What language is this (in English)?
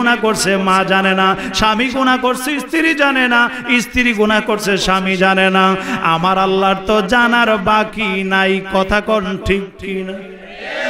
Bangla